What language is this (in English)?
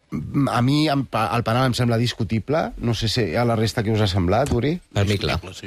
Catalan